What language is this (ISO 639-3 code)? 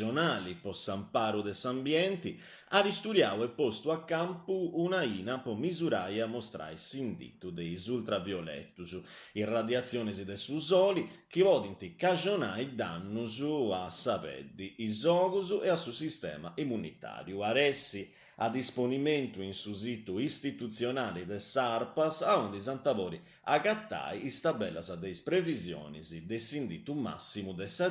srd